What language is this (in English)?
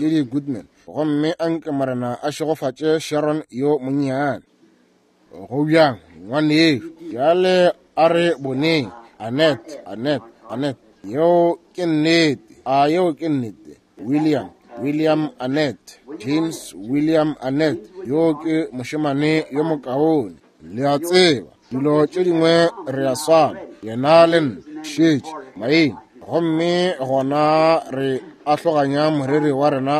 Northern Sotho